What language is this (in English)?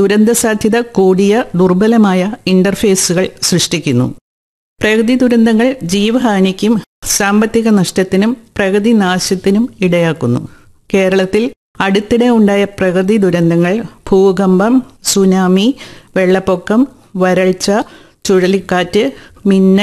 Malayalam